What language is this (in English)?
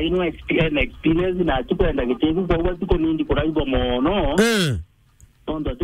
Meru